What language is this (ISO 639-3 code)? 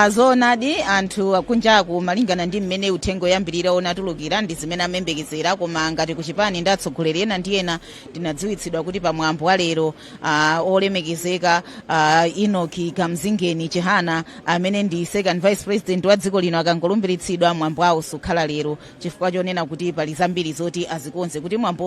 nya